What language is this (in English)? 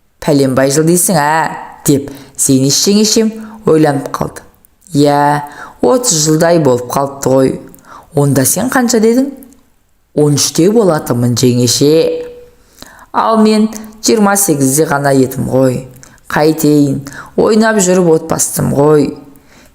Kazakh